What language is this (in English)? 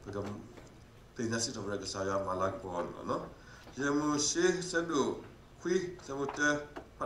S'gaw Karen